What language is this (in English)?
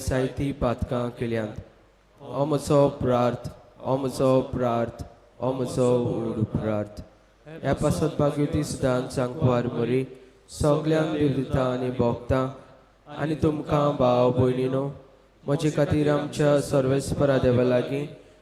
Konkani